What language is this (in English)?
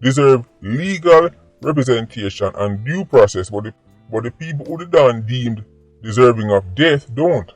Jamaican Creole English